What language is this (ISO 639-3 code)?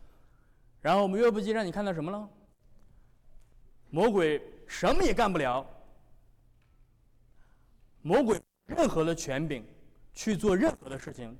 zho